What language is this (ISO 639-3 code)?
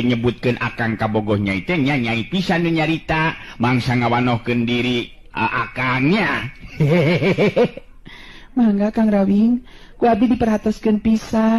sun